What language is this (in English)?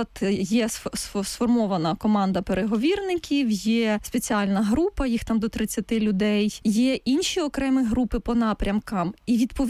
Ukrainian